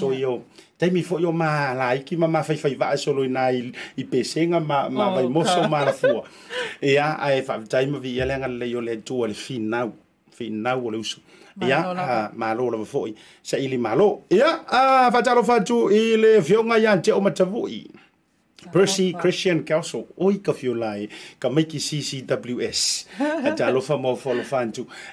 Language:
Samoan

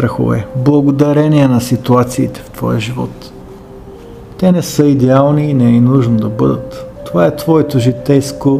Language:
Bulgarian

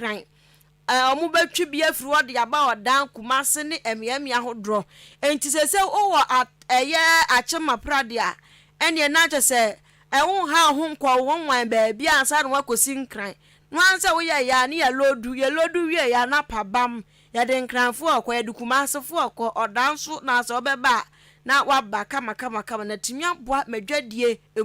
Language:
Akan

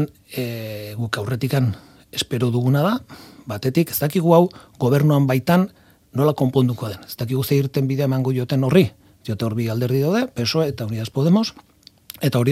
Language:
Basque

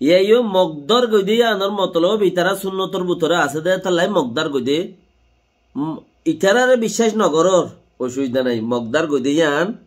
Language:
Rohingya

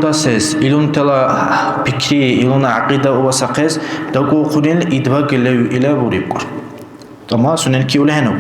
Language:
Dargwa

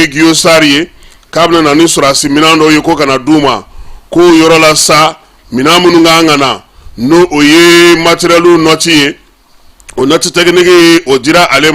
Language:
Bambara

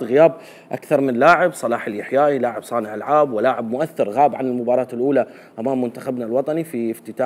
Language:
Mesopotamian Arabic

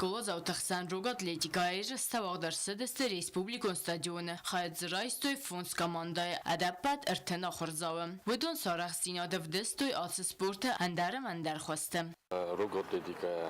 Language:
Ossetic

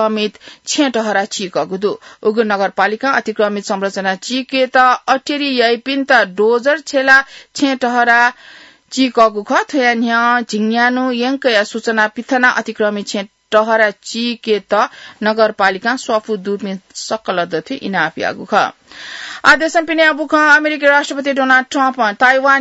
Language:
Newari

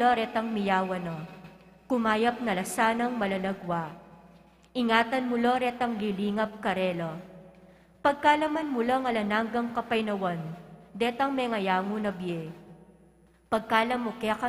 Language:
Pampanga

